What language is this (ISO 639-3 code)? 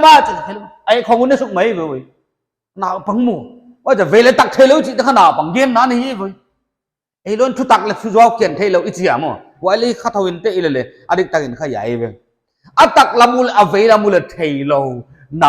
pck